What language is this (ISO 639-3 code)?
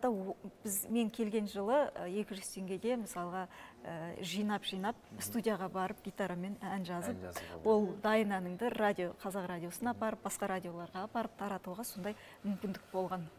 kaz